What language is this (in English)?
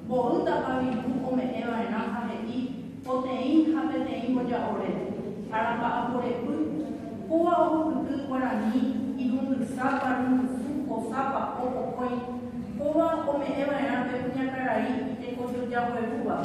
Guarani